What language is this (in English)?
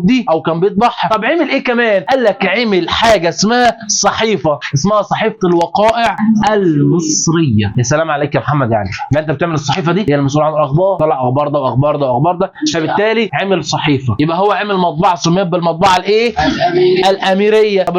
Egyptian Arabic